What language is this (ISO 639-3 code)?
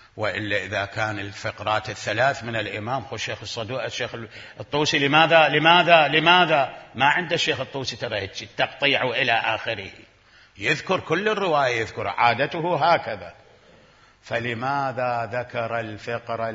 acm